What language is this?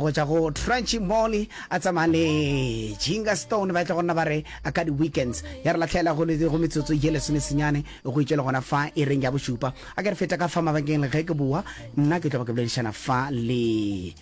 Northern Sotho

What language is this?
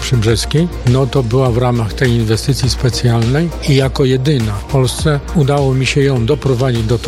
Polish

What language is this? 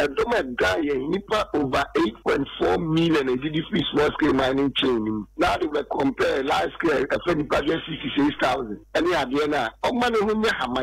Akan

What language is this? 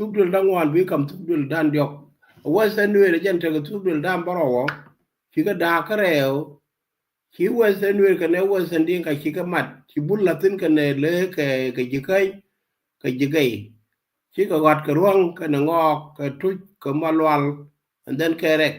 Nuer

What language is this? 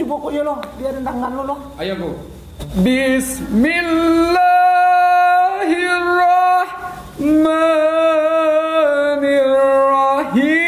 Minangkabau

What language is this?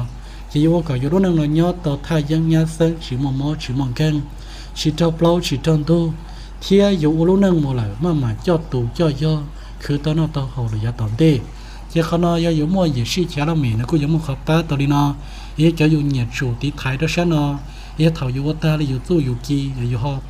Hmong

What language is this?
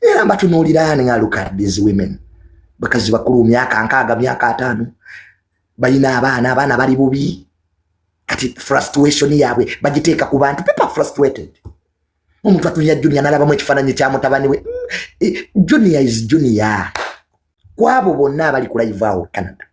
Ganda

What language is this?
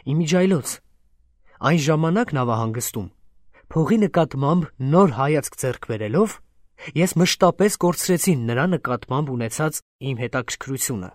Armenian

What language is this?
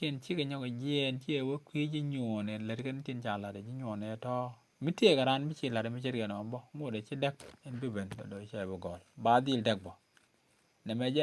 Nuer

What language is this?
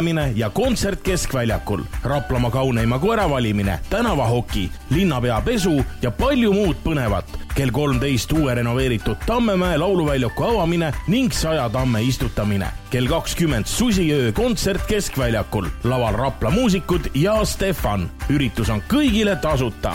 Estonian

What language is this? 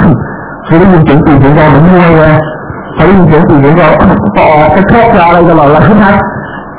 Thai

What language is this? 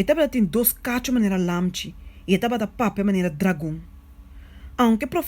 Papiamento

